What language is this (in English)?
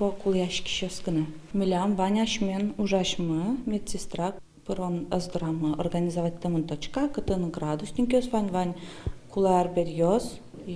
Udmurt